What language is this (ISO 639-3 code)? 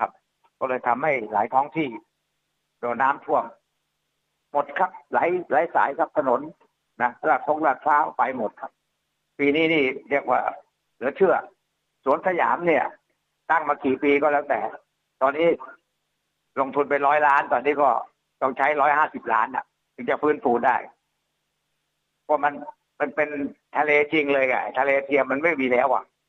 tha